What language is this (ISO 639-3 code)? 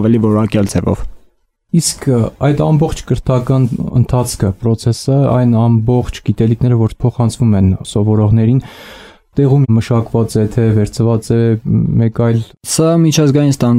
hye